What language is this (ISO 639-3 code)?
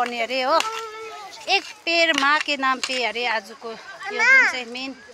nep